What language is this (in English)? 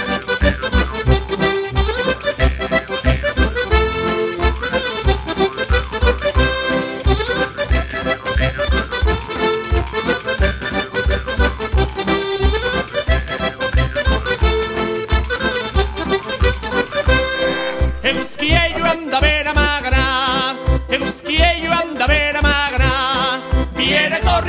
Basque